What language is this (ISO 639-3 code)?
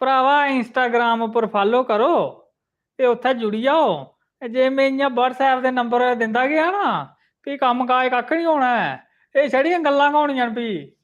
doi